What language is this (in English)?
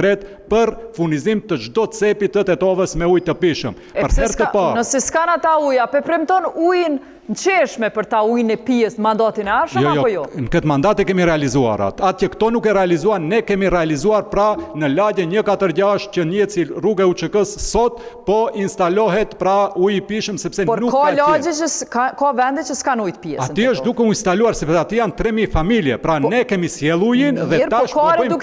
Albanian